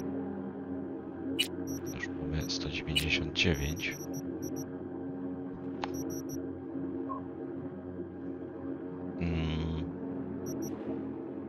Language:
Polish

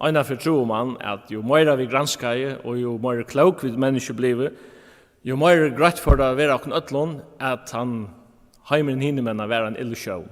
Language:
Faroese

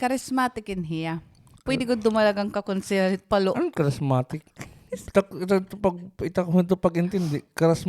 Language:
Waray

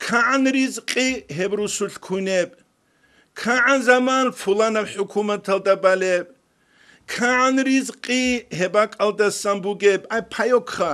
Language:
Avaric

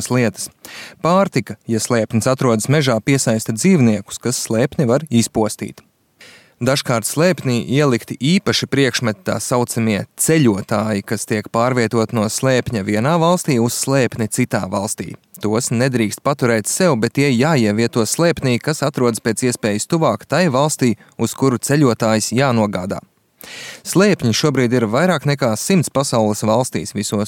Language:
Latvian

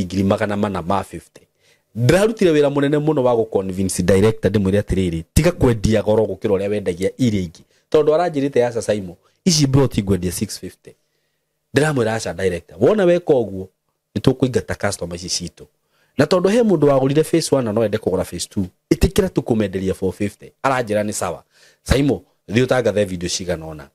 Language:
Kikuyu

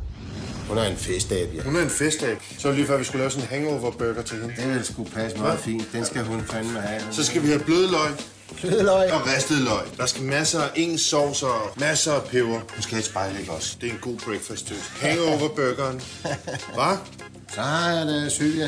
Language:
Danish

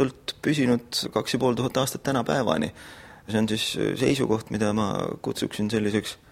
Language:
Estonian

